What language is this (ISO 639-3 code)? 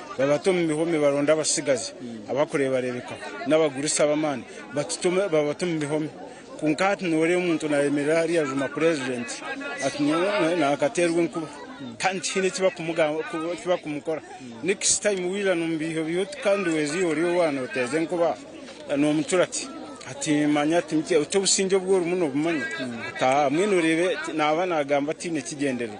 nyn